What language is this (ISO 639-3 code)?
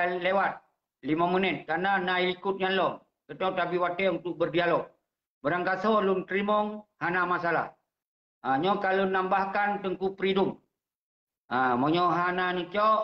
ace